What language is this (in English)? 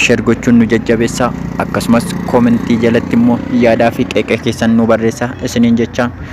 Oromo